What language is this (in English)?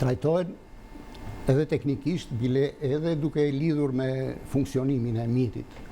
Albanian